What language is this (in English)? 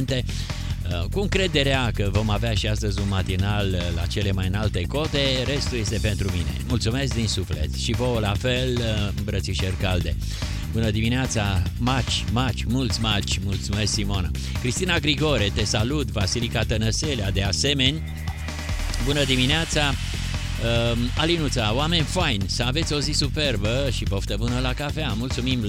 Romanian